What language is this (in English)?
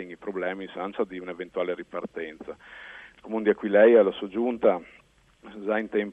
Friulian